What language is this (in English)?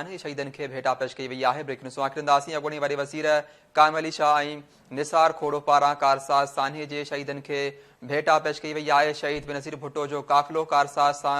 Sindhi